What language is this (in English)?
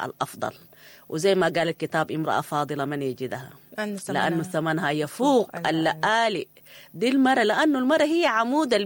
Sudanese Arabic